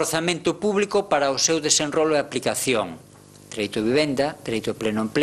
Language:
Galician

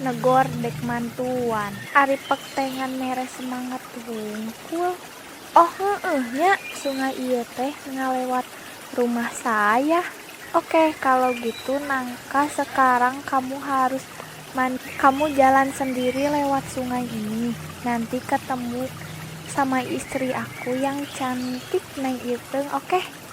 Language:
Sundanese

